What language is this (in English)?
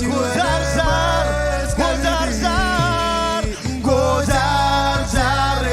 Marshallese